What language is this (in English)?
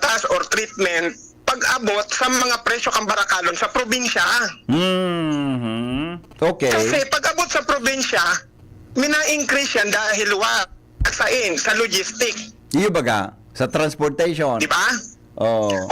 Bikol